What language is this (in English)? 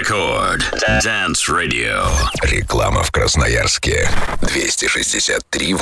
Russian